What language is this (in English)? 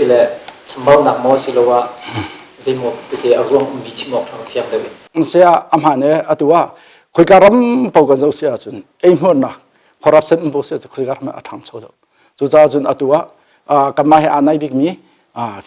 Hakha Chin